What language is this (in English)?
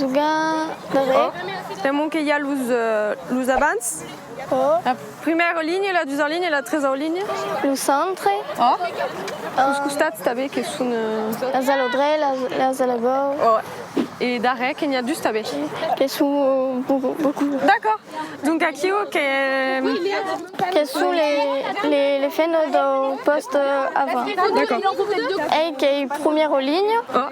Occitan